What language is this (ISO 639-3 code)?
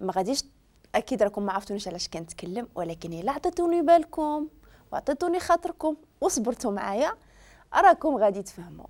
ary